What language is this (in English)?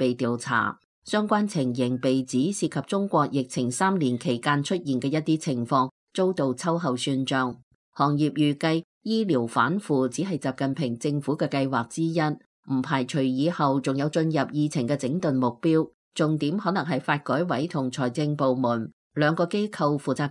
Cantonese